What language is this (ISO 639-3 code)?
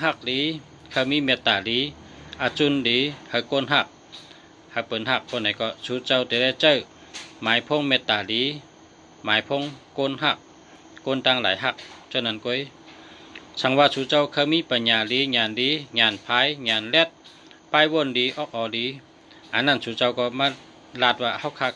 shn